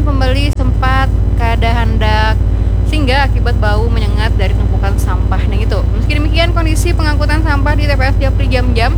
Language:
Banjar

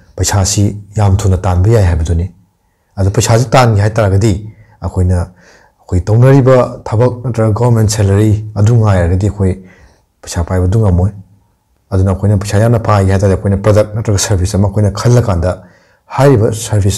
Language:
Manipuri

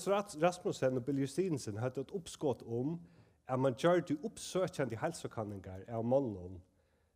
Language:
Faroese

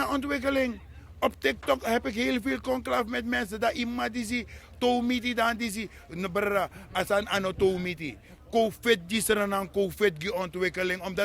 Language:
Sranan Tongo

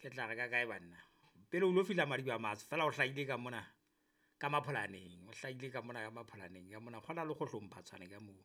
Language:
Southern Sotho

